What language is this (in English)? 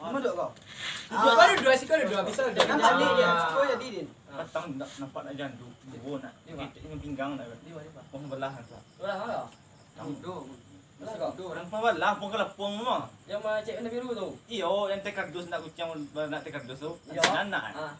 Minangkabau